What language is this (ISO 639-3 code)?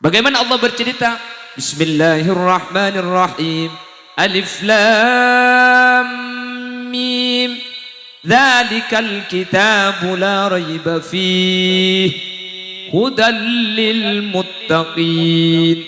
mad